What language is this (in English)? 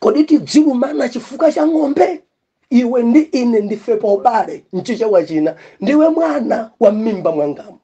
Nyanja